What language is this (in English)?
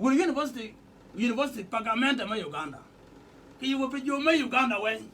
Acoli